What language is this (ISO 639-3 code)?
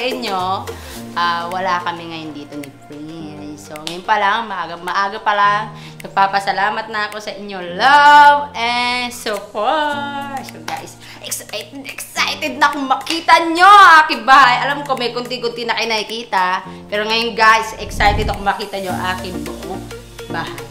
fil